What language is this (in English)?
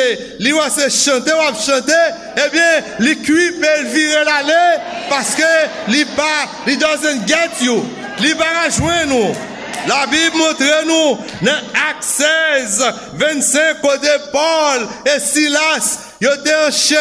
Haitian Creole